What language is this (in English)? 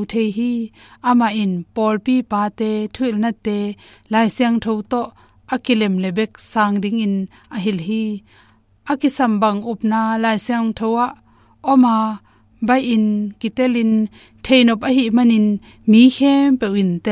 Tedim Chin